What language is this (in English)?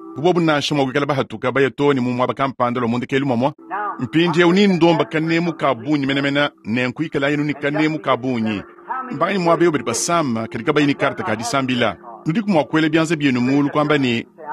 Luba-Lulua